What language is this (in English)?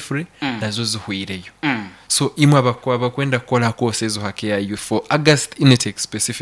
Nyankole